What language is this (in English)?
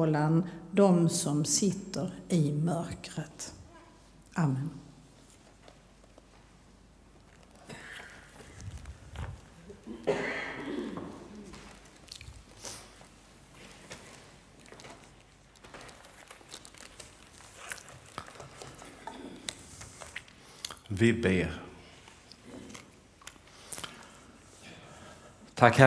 Swedish